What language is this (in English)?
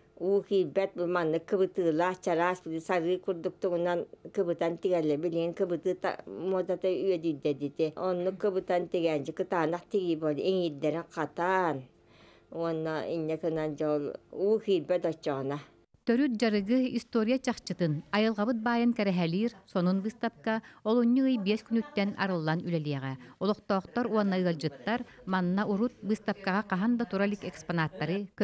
Yakut